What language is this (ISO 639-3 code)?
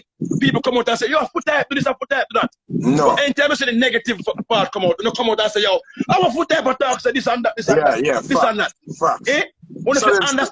jam